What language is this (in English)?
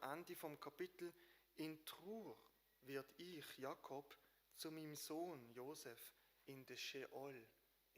Swiss German